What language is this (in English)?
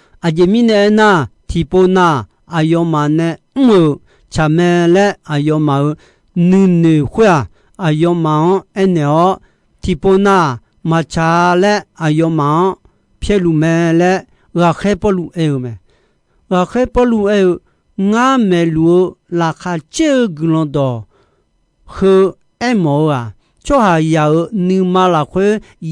Akha